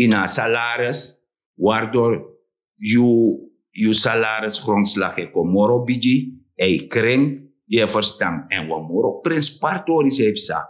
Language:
Sranan Tongo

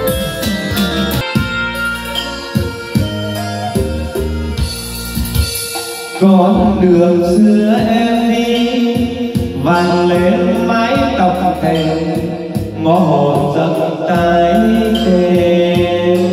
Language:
Vietnamese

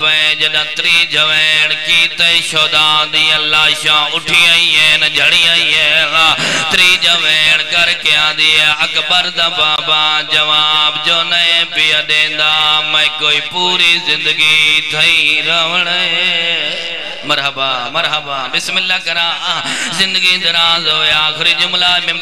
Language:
Saraiki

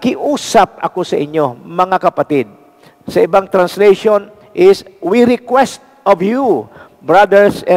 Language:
Filipino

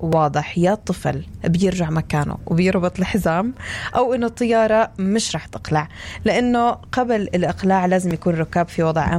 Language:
North Levantine Arabic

